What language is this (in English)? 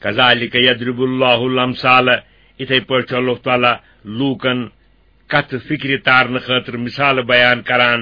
Kashmiri